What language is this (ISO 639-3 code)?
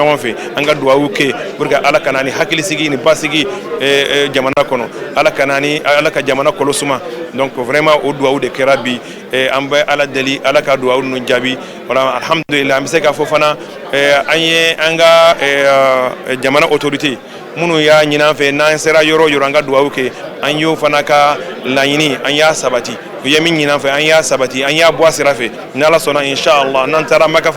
bam